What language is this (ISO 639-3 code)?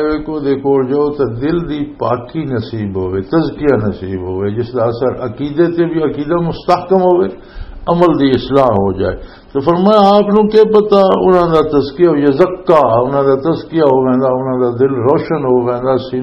lah